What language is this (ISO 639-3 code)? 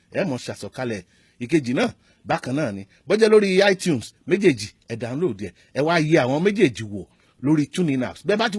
yor